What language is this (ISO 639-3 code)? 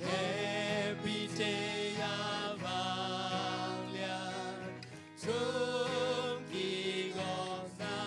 ctd